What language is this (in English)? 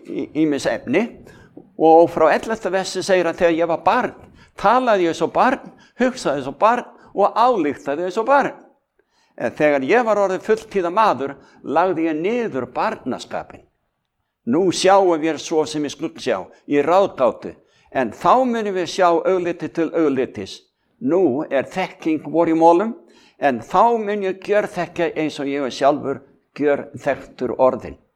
Icelandic